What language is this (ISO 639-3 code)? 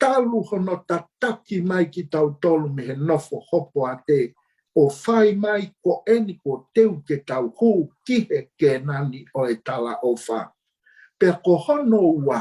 ton